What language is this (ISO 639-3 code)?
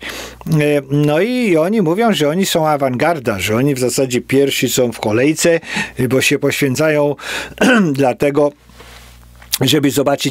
pol